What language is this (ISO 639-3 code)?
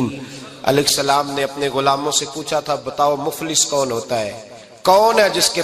urd